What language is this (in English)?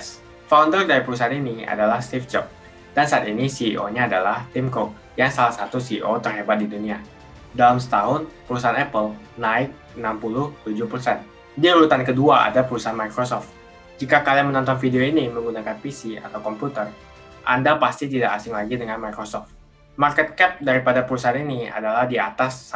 Indonesian